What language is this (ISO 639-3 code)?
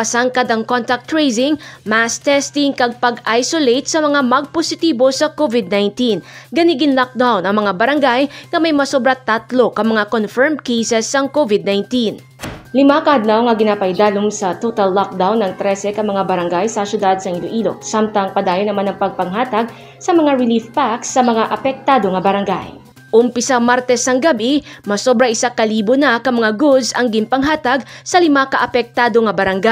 hil